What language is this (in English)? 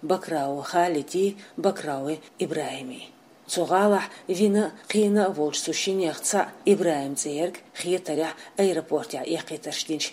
Chechen